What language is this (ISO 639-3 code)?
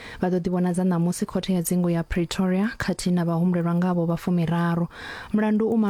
ven